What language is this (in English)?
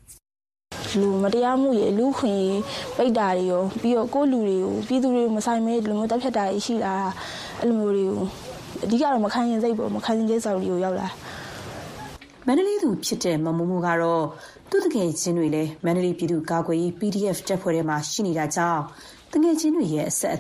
Burmese